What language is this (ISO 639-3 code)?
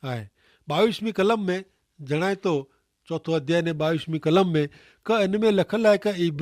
kfr